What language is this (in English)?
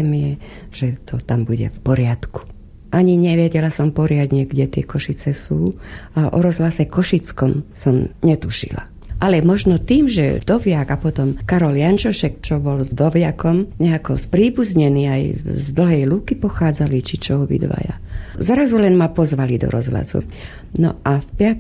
Slovak